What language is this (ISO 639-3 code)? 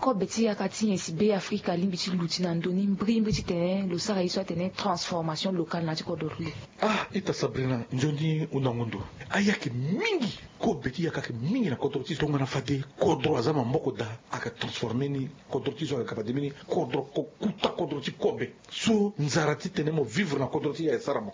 sag